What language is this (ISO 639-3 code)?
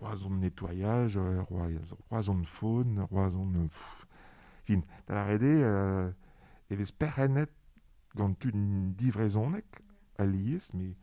bre